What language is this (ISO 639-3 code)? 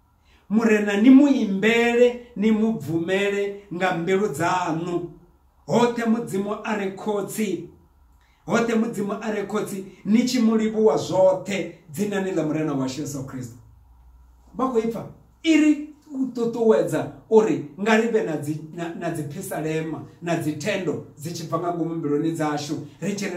ven